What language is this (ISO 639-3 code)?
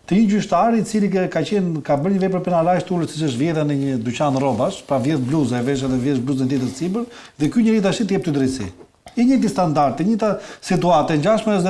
sqi